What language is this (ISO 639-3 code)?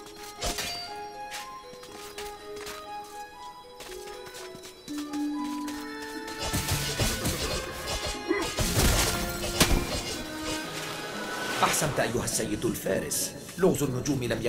ara